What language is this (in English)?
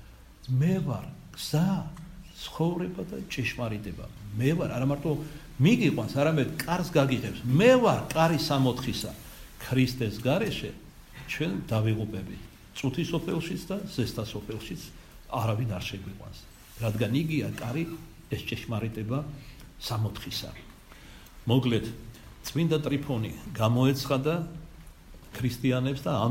Georgian